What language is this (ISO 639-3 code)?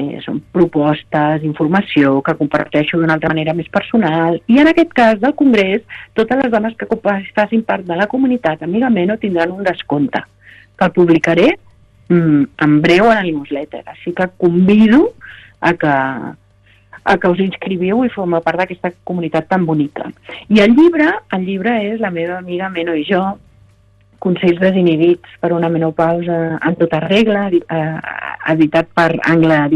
cat